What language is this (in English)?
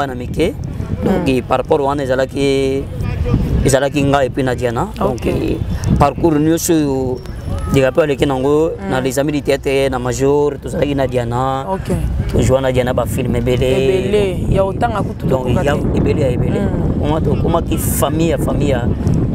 Lingala